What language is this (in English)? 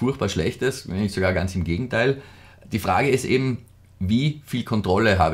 German